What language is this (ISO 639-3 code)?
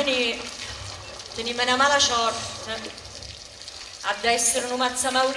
nap